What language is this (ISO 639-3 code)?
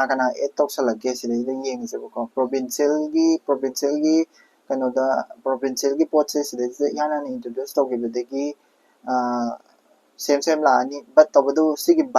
mni